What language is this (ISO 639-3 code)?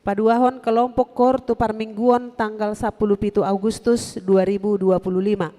bbc